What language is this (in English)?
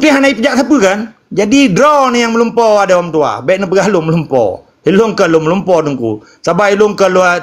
Achinese